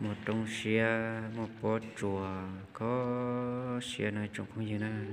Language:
Hmong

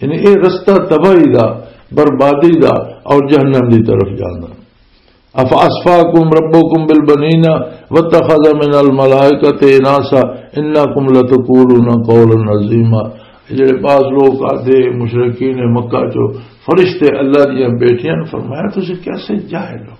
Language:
Western Panjabi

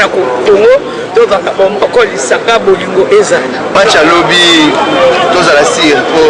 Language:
Lingala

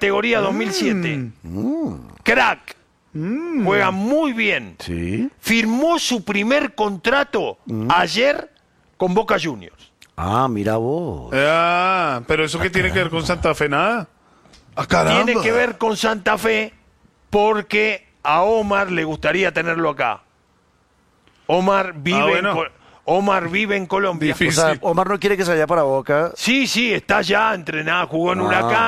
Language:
Spanish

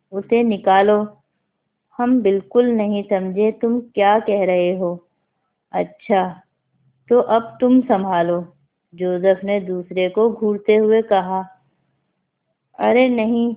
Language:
Urdu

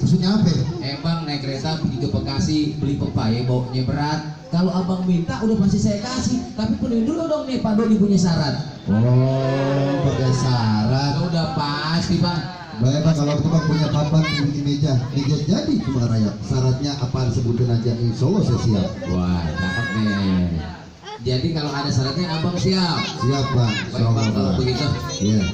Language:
Betawi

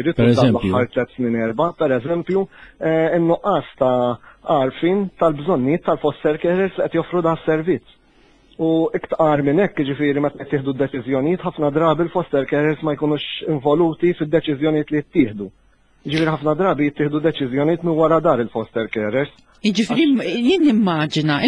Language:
Maltese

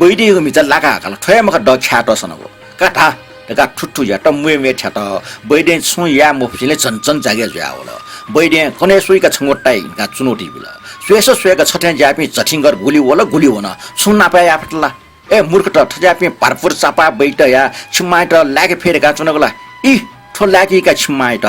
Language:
Newari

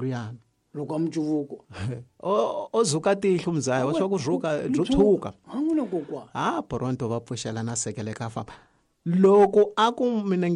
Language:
Tsonga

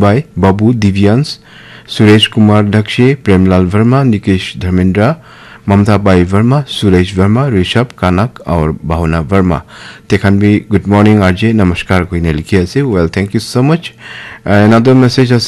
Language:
Naga Pidgin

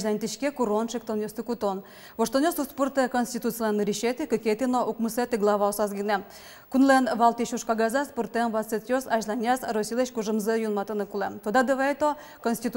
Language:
Udmurt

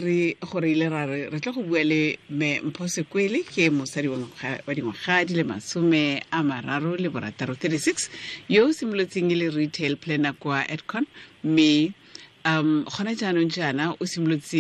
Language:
Tswana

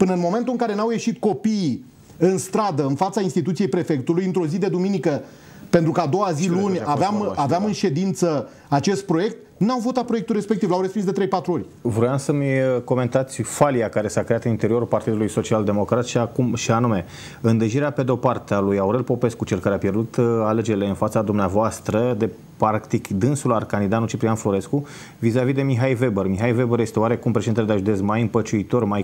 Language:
Romanian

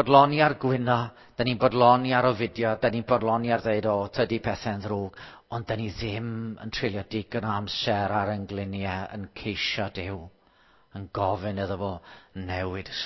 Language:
Welsh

